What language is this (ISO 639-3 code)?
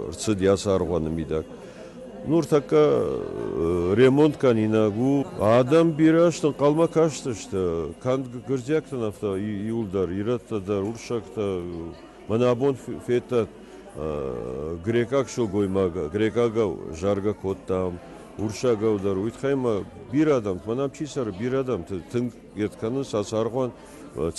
oss